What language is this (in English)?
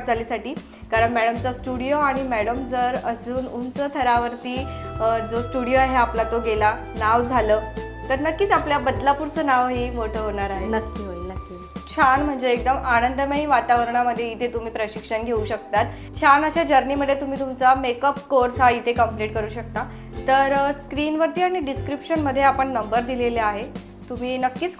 Marathi